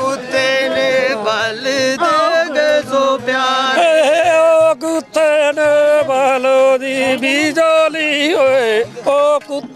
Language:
Dogri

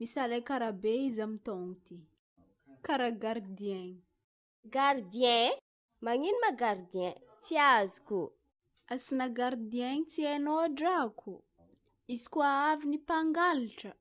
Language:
Malagasy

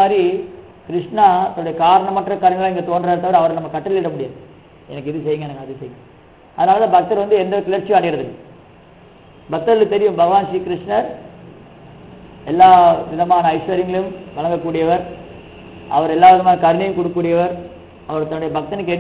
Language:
Tamil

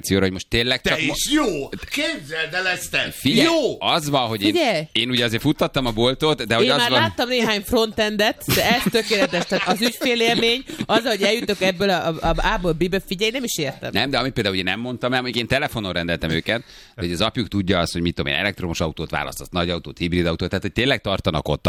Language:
Hungarian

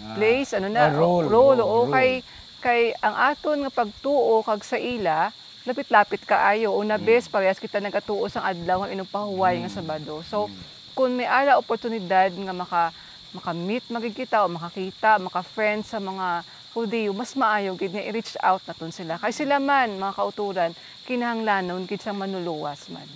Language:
Hiligaynon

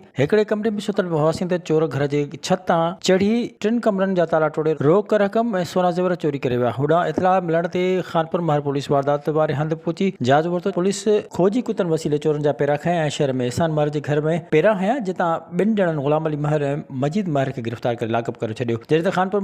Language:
Sindhi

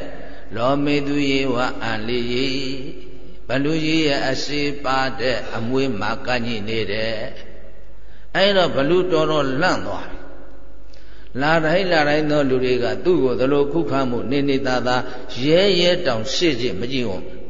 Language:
Burmese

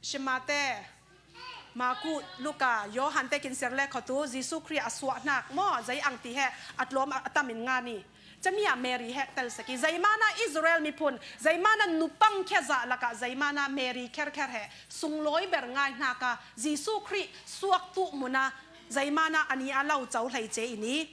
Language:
Falam Chin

